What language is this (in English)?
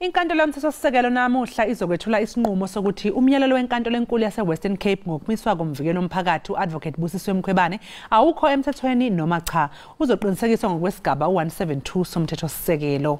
Zulu